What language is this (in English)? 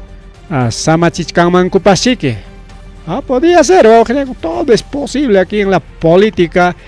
Ayacucho Quechua